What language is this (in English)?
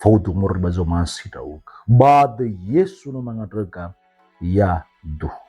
Nias